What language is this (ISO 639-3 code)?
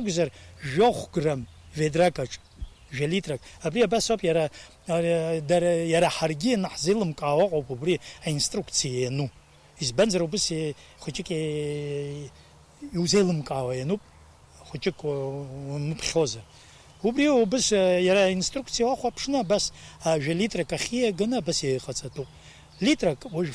abk